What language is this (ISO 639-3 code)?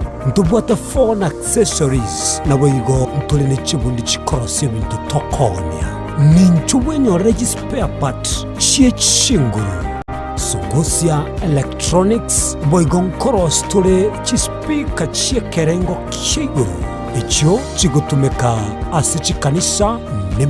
guz